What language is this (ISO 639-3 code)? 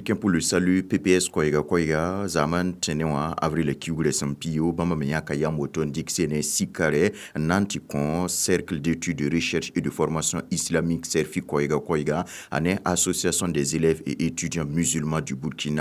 mos